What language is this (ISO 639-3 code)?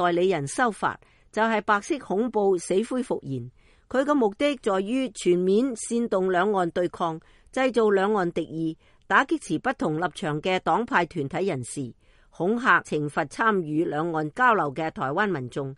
yue